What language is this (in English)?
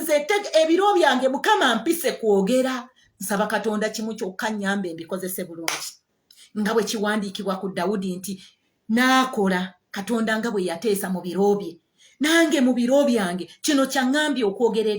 Ganda